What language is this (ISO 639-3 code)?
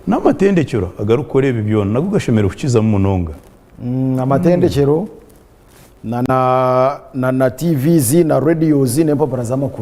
nyn